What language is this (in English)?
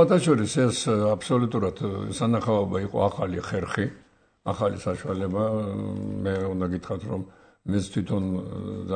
Georgian